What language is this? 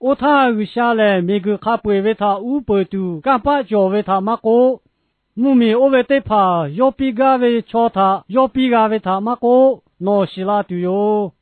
Lahu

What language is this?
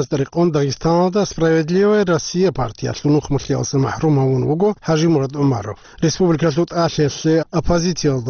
Avaric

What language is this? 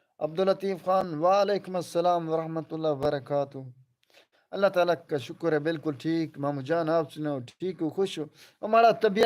Saraiki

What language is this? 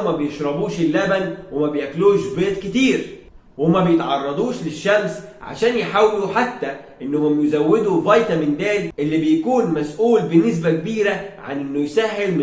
Egyptian Arabic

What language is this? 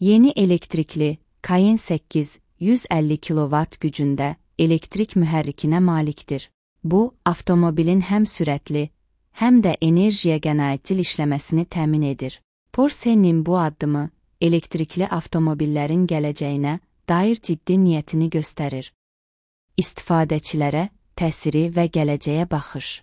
Azerbaijani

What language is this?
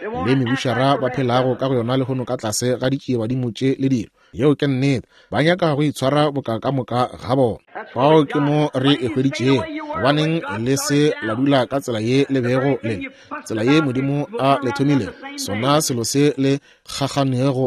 Northern Sotho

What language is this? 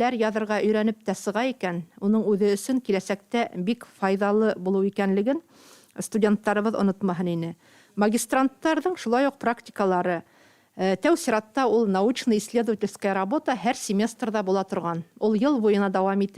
Bashkir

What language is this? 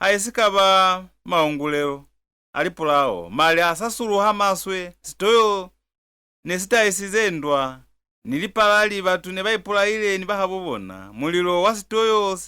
Lozi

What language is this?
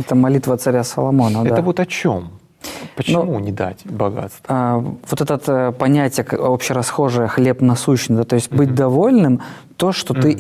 Russian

